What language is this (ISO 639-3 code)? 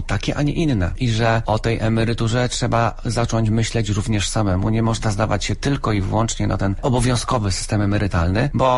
pol